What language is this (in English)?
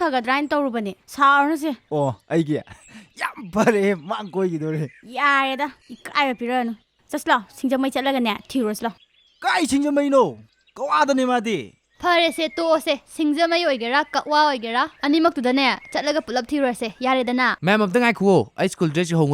Manipuri